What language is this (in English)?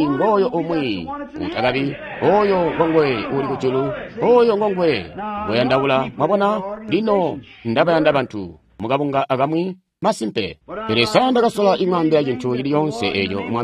Tonga (Zambia)